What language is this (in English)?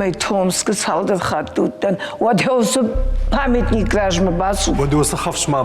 Ossetic